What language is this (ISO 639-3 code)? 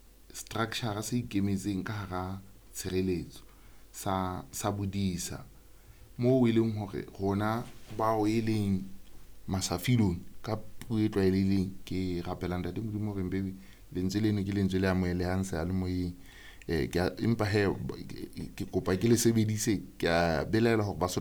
sot